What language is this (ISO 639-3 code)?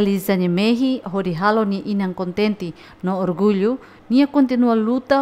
tet